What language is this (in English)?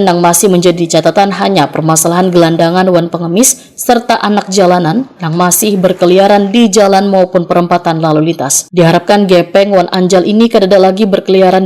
Banjar